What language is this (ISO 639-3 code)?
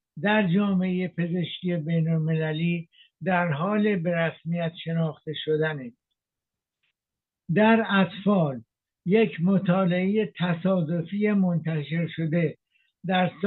fas